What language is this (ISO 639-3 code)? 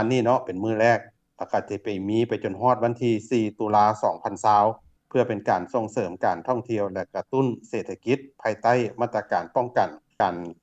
lao